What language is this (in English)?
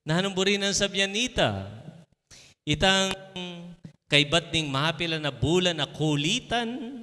Pampanga